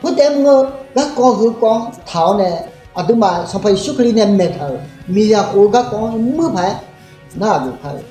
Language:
Akha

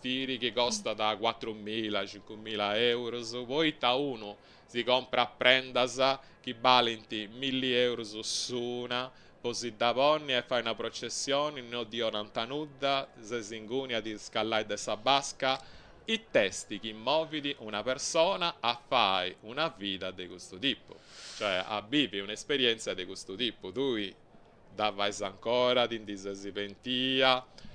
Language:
Sardinian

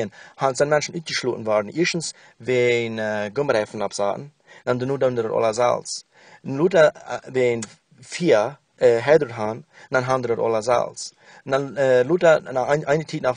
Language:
Plautdietsch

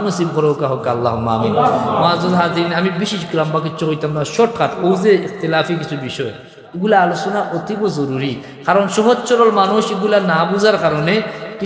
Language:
Sylheti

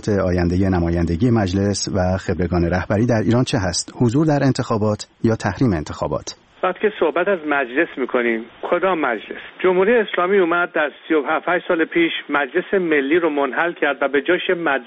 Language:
Persian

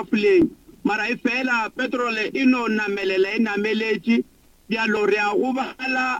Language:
Northern Sotho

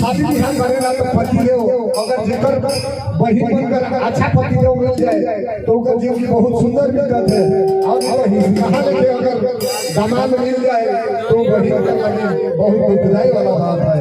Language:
Sadri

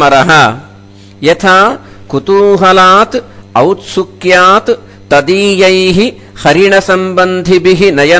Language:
Sanskrit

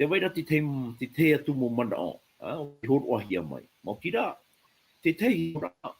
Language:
Tahitian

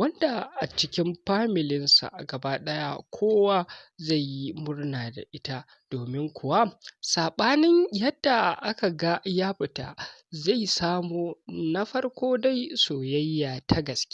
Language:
Hausa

